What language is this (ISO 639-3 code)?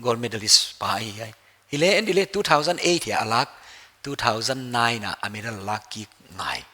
pck